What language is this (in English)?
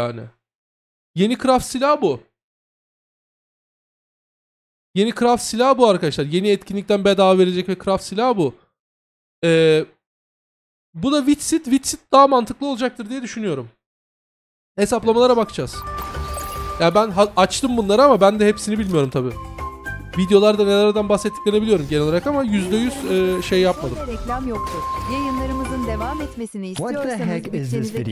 Turkish